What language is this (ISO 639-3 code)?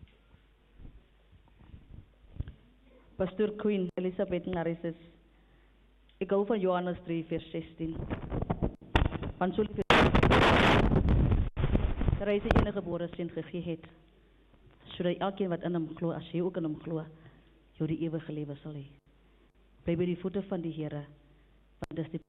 afr